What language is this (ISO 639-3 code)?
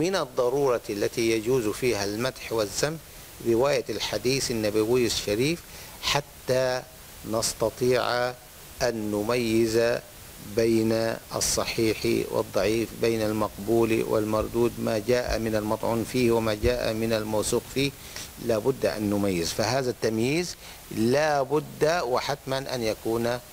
ara